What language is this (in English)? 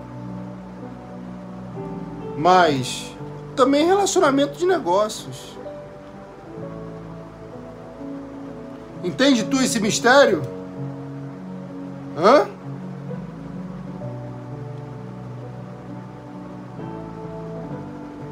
Portuguese